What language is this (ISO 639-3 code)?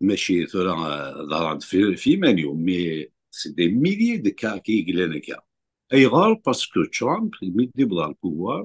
kab